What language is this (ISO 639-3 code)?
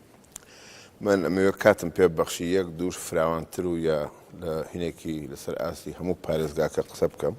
ckb